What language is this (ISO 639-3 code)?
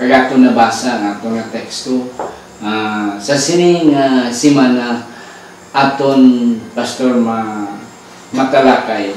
hil